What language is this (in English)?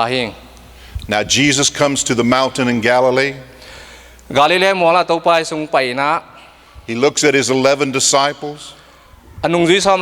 Tedim Chin